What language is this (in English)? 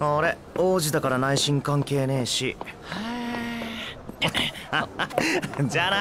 Japanese